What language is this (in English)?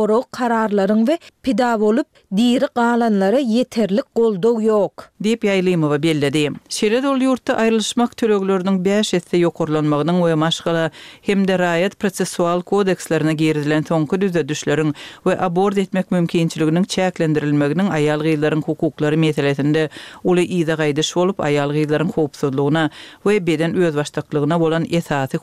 Turkmen